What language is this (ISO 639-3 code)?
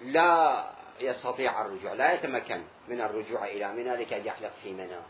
acm